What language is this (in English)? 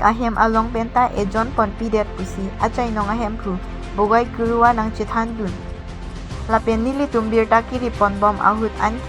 Karbi